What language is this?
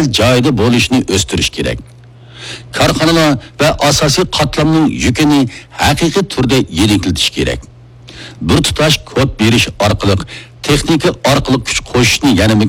Uyghur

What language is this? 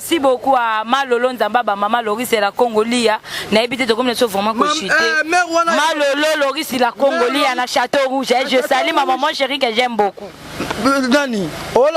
Lingala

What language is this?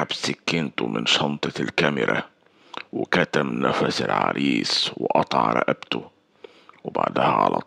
Egyptian Arabic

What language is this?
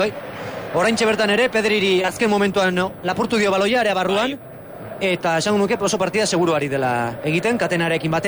Basque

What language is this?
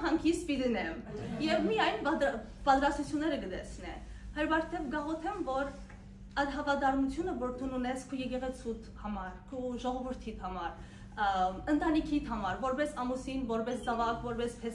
Western Armenian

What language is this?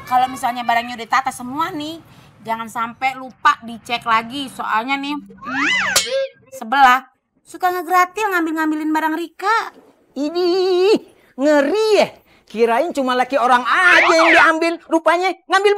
Betawi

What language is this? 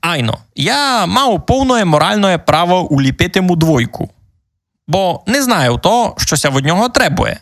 Rusyn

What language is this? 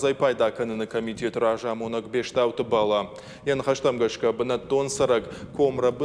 Ossetic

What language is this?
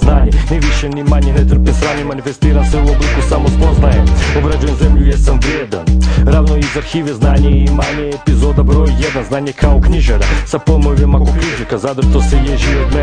Croatian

